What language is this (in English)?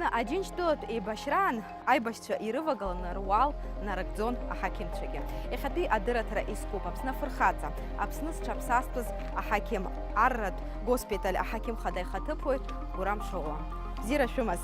Abkhazian